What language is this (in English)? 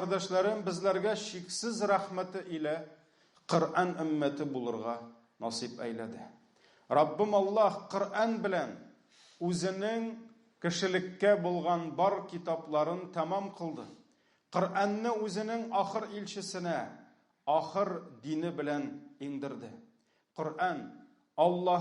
Tatar